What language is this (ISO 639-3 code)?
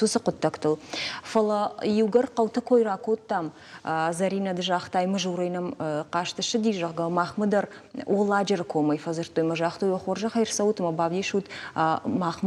oss